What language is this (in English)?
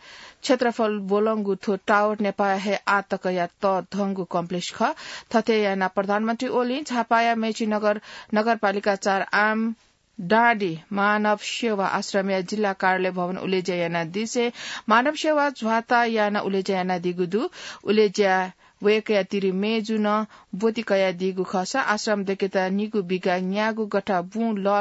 Newari